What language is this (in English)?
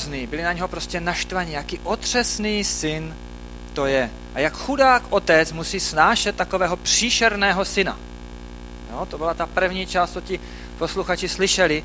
Czech